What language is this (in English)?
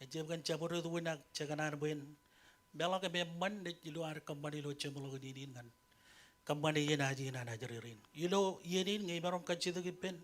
Marshallese